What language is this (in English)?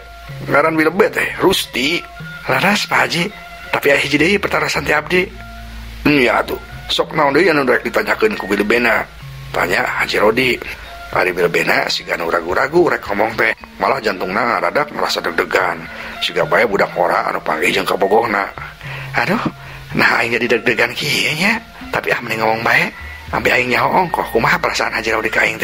Sundanese